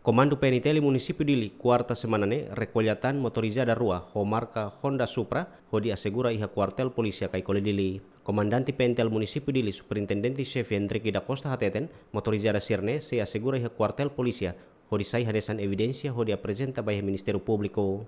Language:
Tetum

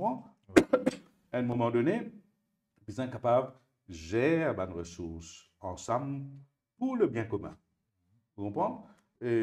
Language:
Morisyen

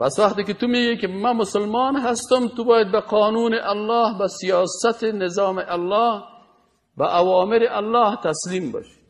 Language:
Persian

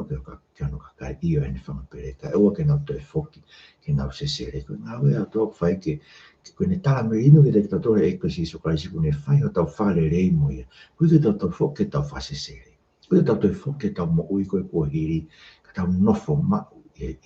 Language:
Tongan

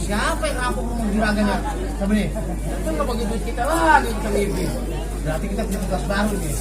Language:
Betawi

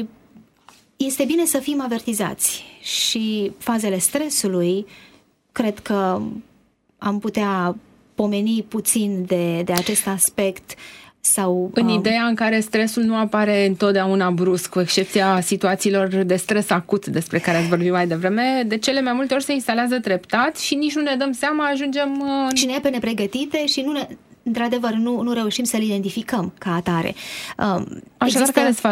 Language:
Romanian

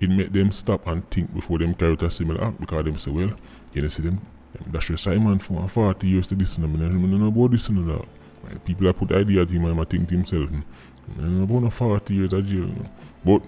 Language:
Jamaican Creole English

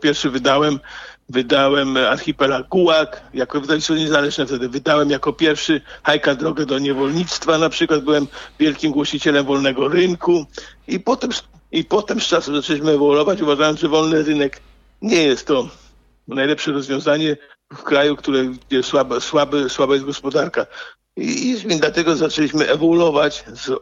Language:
Polish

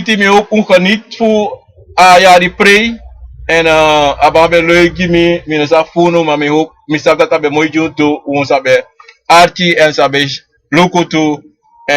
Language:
Sranan Tongo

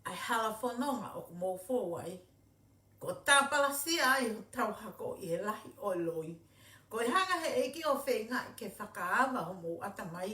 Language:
Tongan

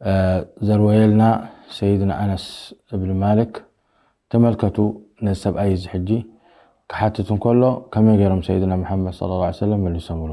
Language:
Tigrinya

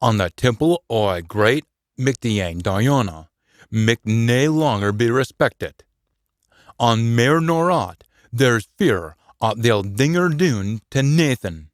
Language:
Scots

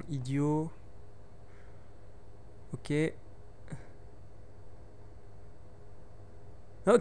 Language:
French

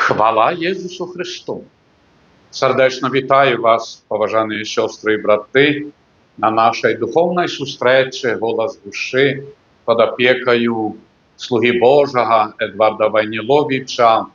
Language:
Belarusian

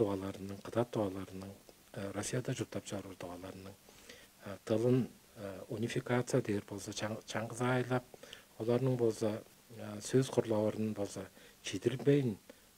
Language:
Tuvinian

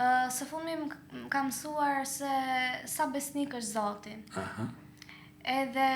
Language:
Albanian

